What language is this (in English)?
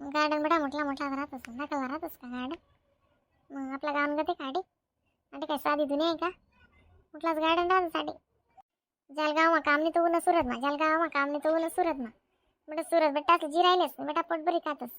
Khandesi